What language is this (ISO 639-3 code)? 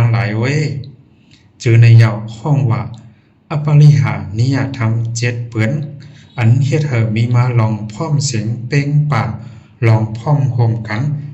shn